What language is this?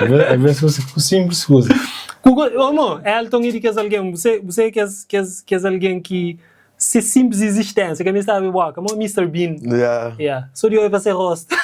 Kabuverdianu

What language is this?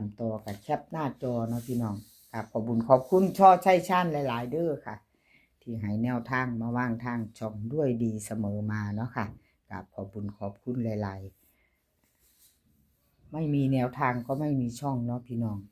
Northeastern Thai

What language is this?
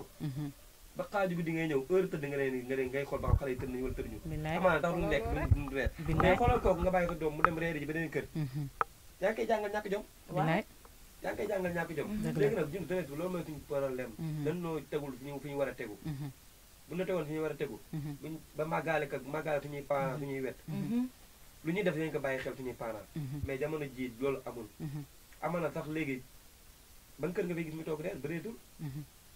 Wolof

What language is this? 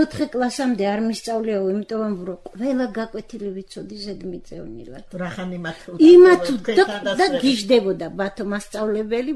Georgian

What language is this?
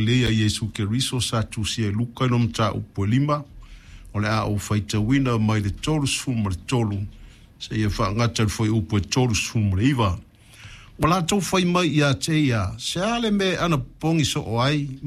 Samoan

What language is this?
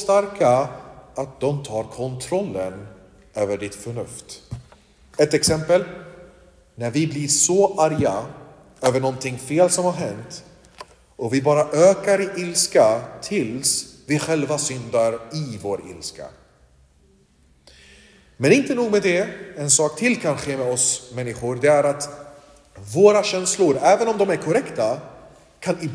Swedish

